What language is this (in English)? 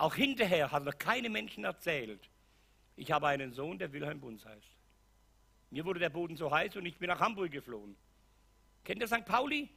Swiss German